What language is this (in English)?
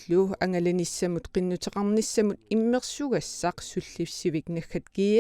Kalaallisut